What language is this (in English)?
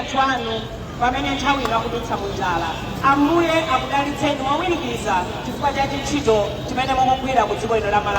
Nyanja